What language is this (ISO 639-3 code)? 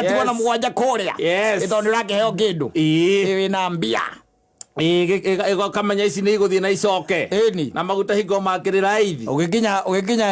kik